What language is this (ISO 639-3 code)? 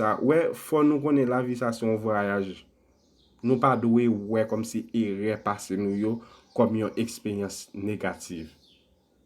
hat